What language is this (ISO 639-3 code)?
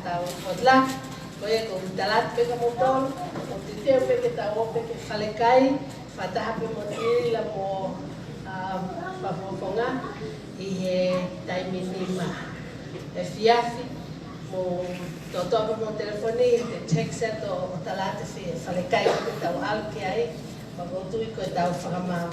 ton